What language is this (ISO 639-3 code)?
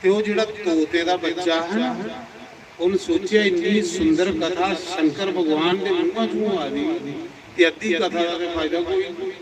doi